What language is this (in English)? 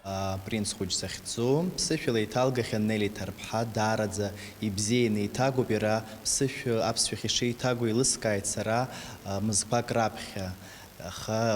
Abkhazian